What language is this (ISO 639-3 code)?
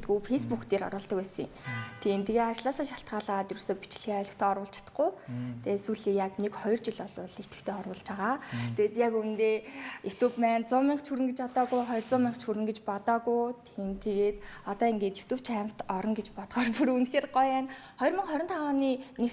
mon